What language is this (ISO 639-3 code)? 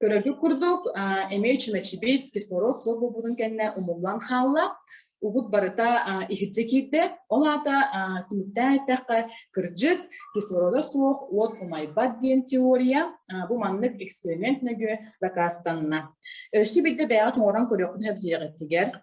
sah